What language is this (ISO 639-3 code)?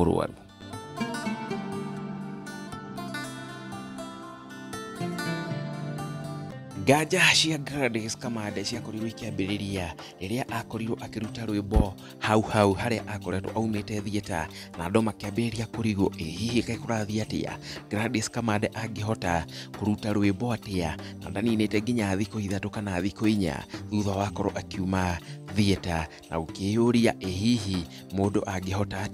kik